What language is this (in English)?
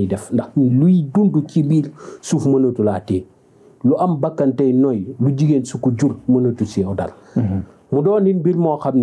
Wolof